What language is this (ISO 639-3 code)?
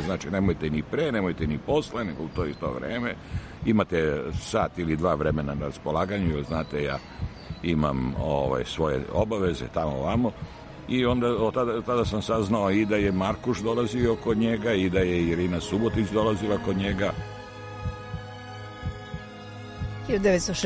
srp